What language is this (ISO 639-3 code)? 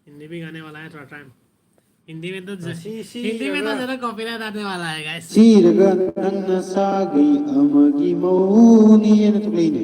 mni